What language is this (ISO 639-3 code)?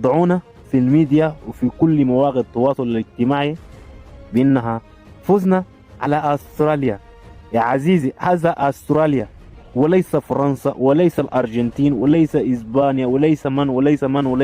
arz